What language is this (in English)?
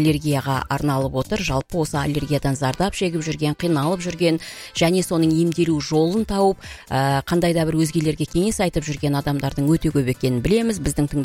Kazakh